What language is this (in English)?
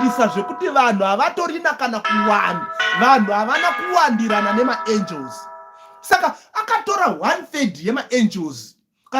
Shona